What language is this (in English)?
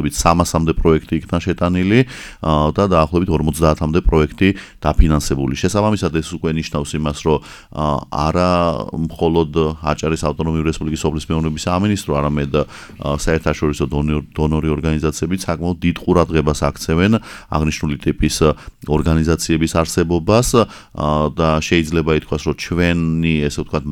Georgian